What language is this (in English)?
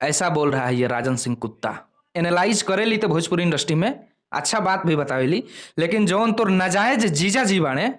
Bhojpuri